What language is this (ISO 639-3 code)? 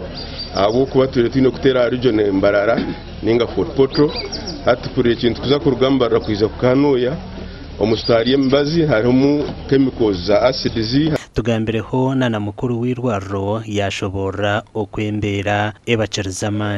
nyn